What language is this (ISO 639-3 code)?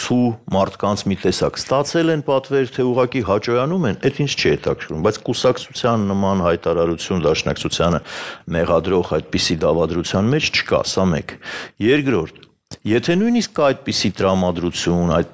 hye